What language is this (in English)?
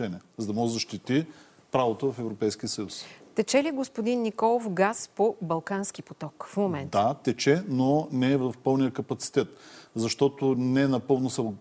Bulgarian